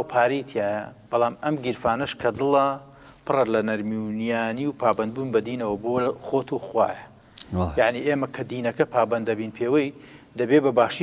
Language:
Central Kurdish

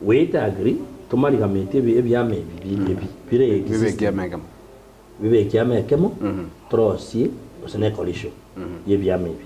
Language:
Gusii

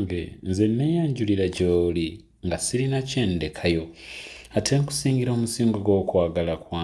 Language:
Ganda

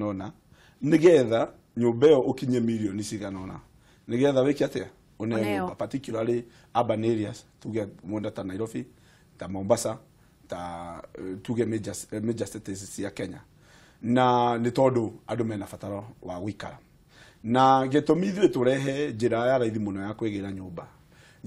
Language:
Kikuyu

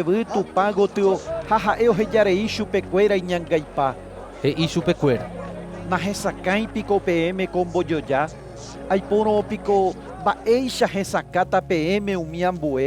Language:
Guarani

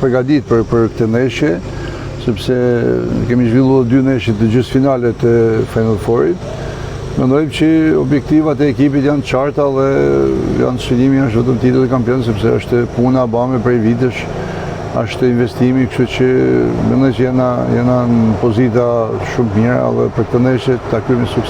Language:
Albanian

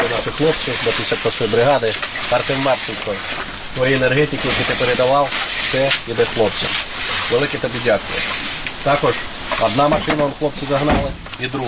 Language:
Ukrainian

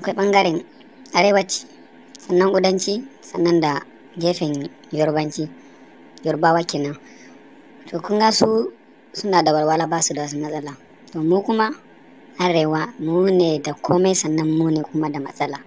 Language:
Hausa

